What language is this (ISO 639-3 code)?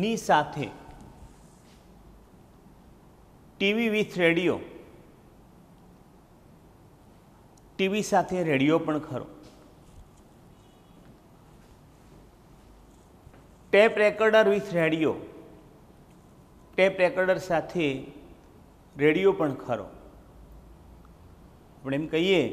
guj